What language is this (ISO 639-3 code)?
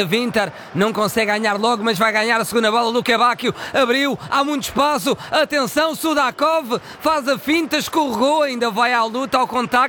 por